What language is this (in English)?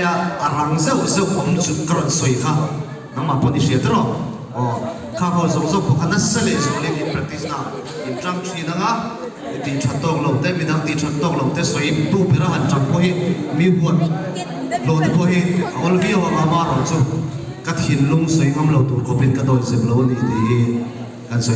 Mizo